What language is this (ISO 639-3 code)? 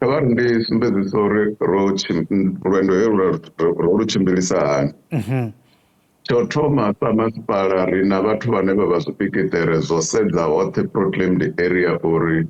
ven